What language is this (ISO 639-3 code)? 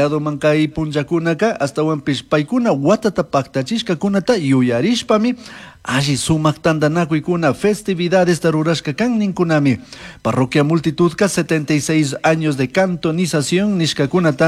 qug